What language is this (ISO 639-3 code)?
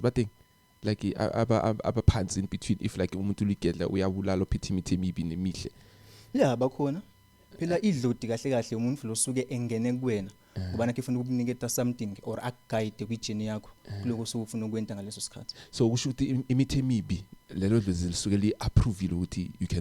zul